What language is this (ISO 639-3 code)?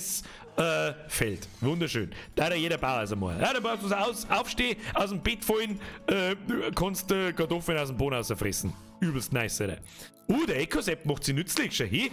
bar